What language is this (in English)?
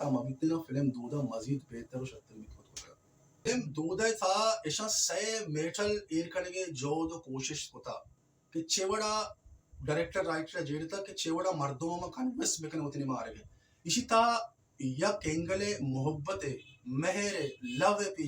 Baluchi